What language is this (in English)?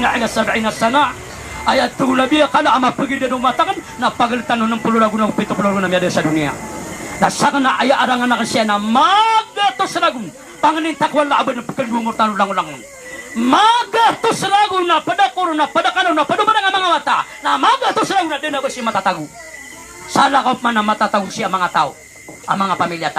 Maranao